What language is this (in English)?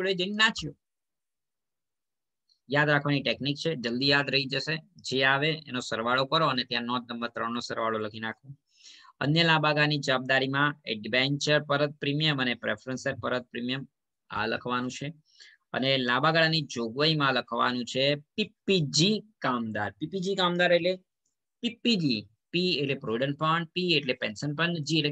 Gujarati